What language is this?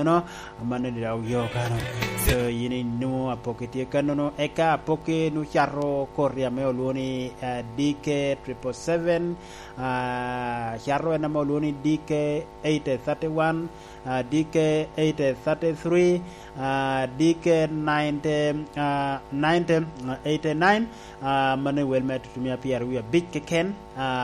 Lango (Uganda)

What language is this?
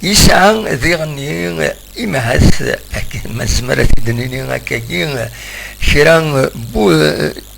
Kabyle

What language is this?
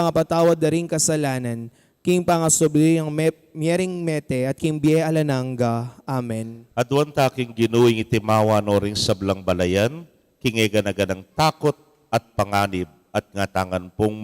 Pampanga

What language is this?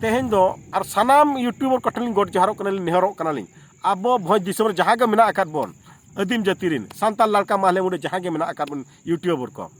Santali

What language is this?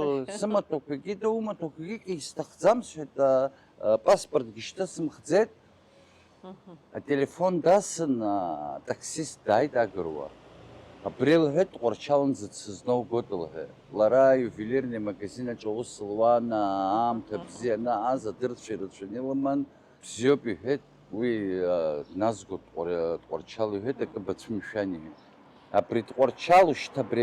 Abkhazian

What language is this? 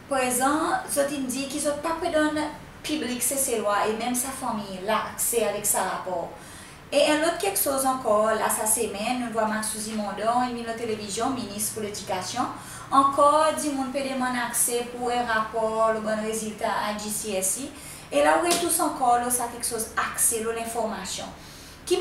Seselwa Creole French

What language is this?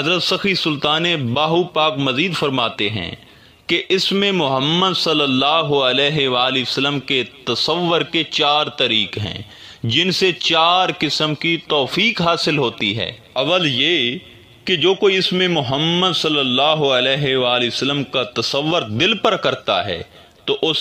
Urdu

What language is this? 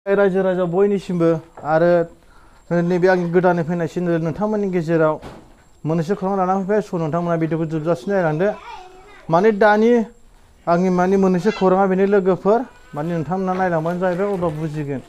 Bodo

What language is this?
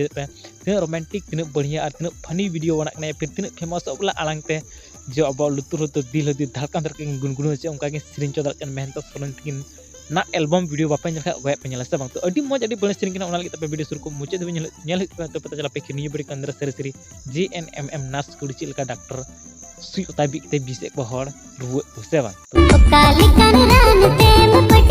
Santali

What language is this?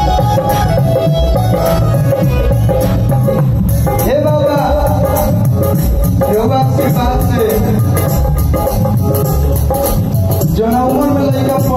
Bhojpuri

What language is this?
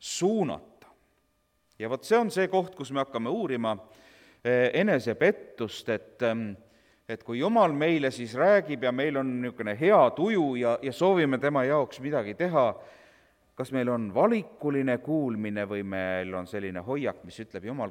Estonian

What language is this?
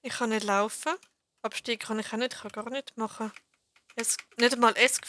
Swiss German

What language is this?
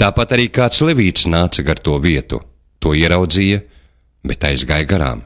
Latvian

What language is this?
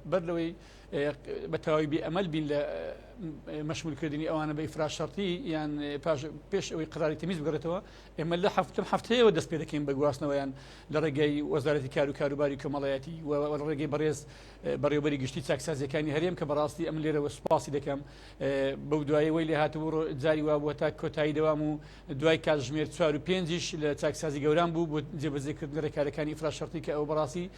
Central Kurdish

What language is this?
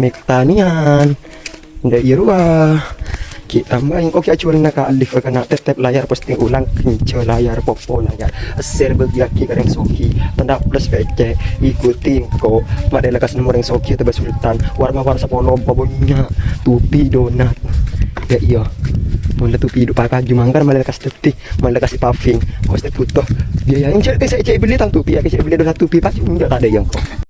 Madurese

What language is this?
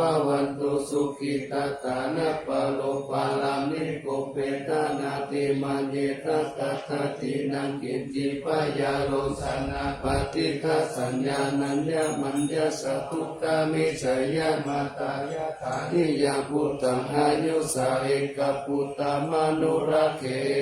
Pali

